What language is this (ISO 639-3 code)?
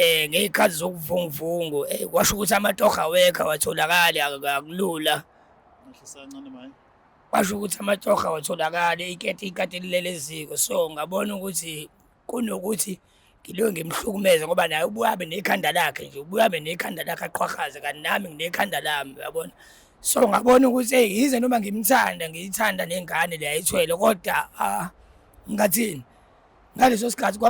zul